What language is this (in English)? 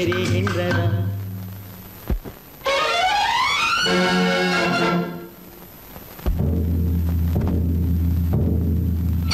Tamil